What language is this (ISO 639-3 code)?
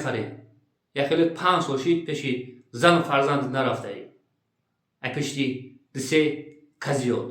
tgk